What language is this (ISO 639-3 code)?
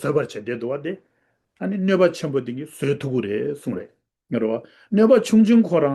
bod